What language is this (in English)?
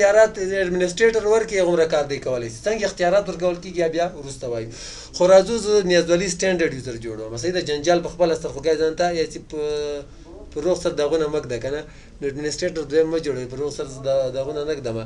Pashto